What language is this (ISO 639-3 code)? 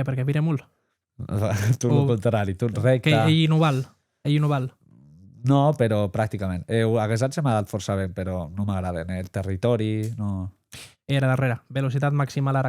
oci